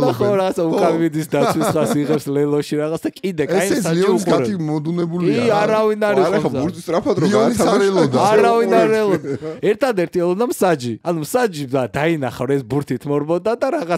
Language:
Georgian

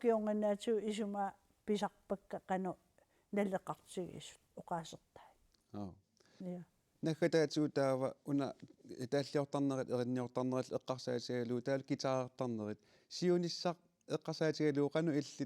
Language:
Kalaallisut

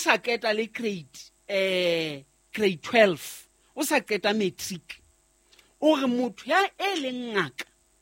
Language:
Southern Sotho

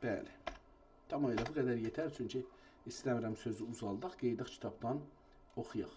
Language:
South Azerbaijani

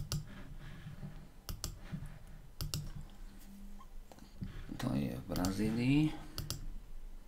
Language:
Slovak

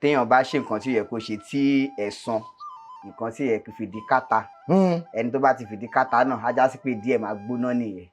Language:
Yoruba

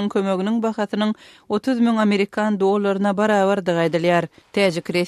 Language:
Turkmen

